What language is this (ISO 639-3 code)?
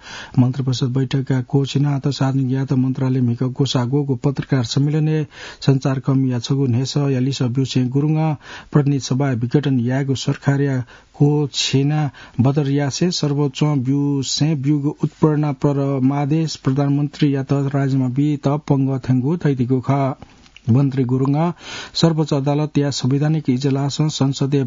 new